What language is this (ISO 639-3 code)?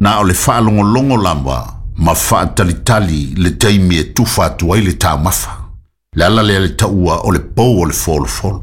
smo